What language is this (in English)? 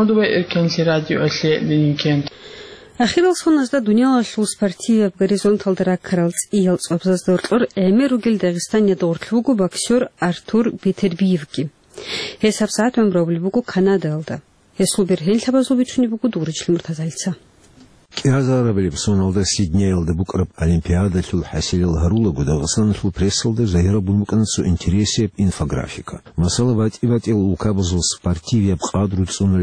Avaric